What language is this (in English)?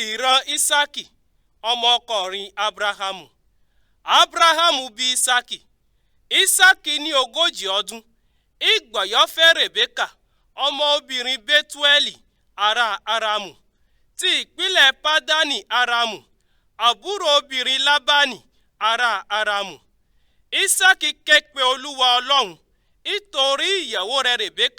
Yoruba